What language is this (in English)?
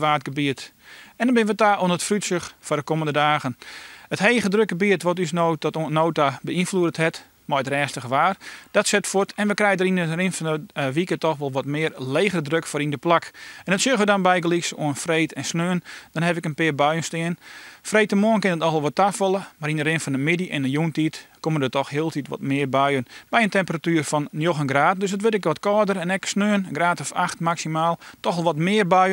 Western Frisian